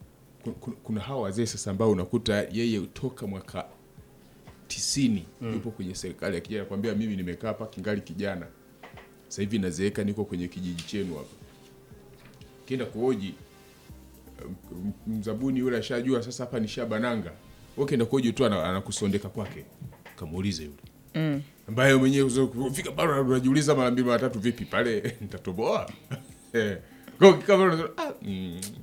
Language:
Swahili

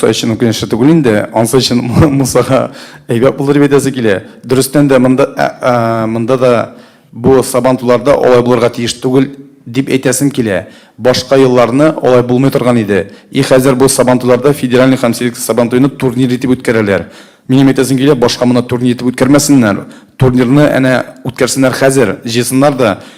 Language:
Tatar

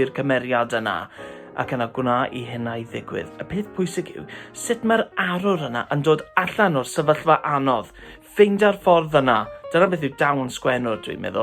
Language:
Welsh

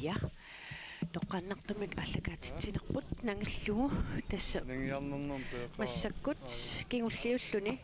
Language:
Kalaallisut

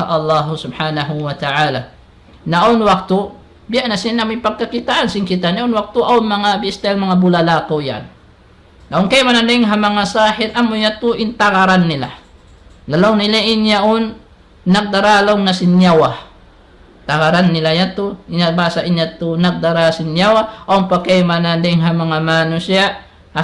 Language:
Tausug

